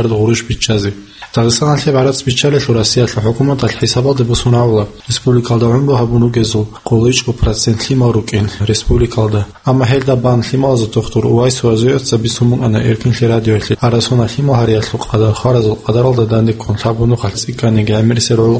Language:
Avaric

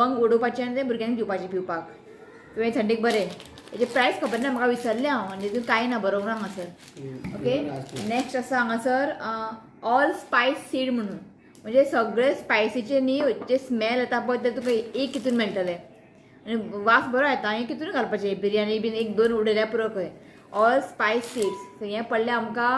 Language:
Konkani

